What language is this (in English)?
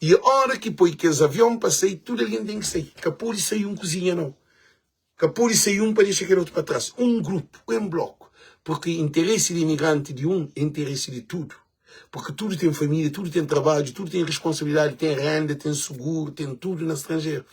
Kabuverdianu